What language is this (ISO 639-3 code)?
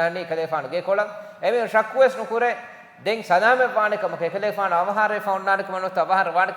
div